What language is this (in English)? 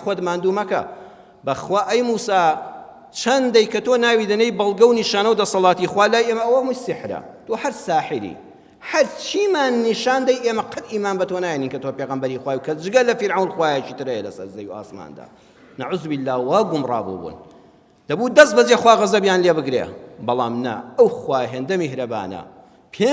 Central Kurdish